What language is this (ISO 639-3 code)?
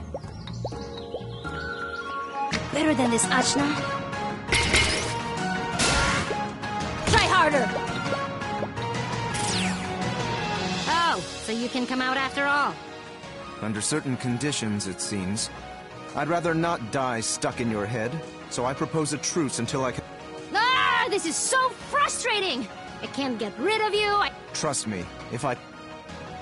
eng